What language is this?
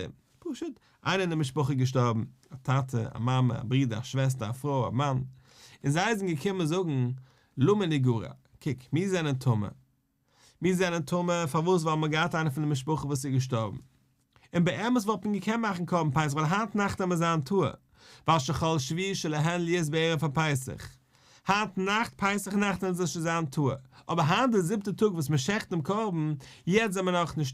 Yiddish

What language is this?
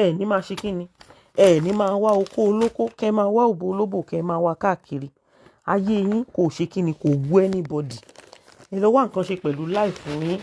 Yoruba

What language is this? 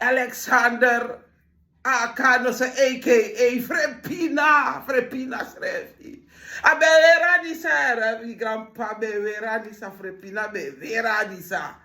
Sranan Tongo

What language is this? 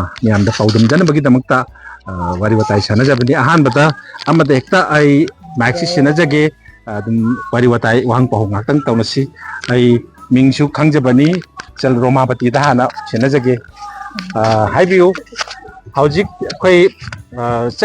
Manipuri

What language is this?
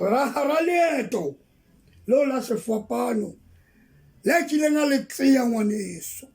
Tswana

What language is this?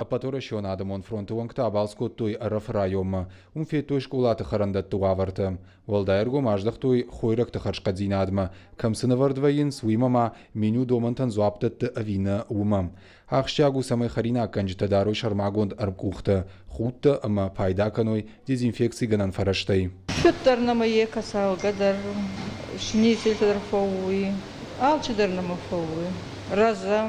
Ossetic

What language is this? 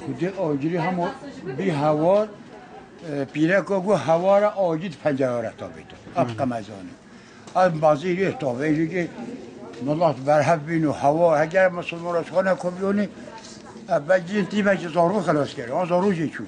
Kurdish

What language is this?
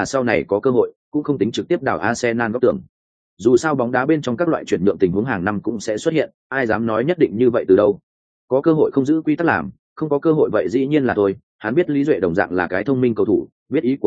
Vietnamese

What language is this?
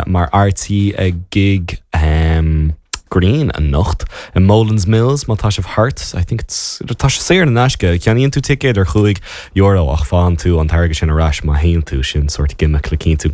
Irish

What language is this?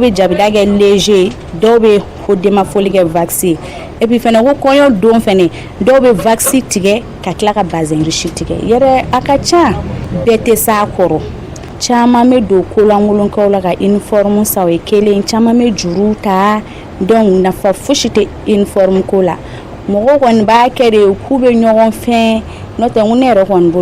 Bambara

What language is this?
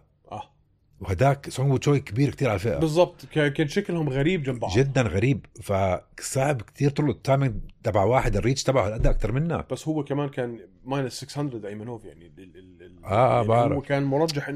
North Levantine Arabic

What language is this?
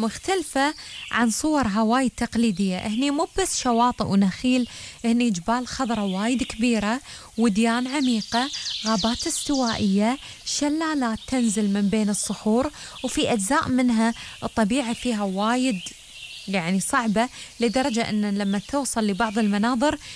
Gulf Arabic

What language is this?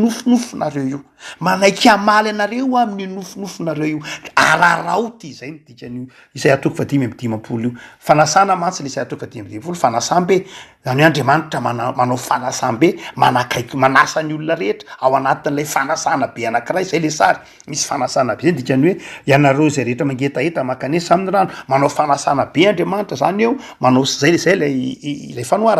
Malagasy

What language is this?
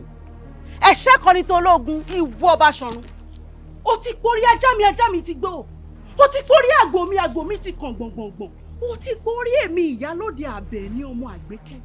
Yoruba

